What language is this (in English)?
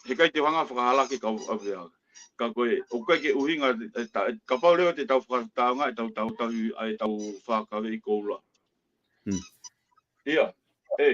Tongan